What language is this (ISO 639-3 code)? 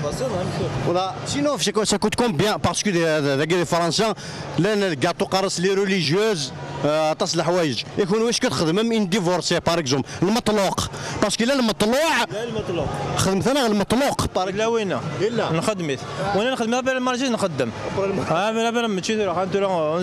kab